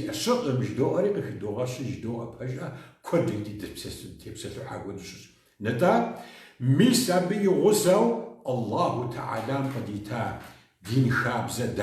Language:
Kabardian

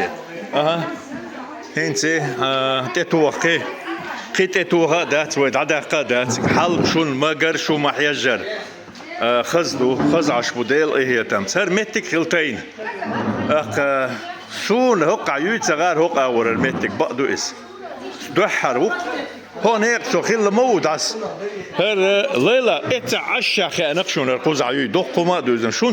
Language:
Chechen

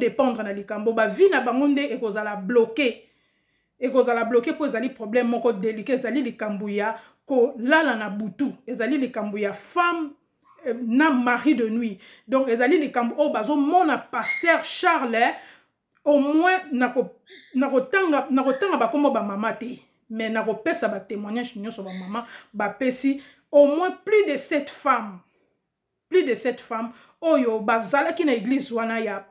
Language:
Lingala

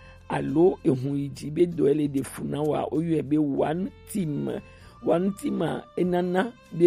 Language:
Gen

